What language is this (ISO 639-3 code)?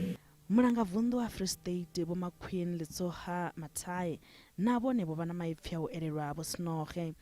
ven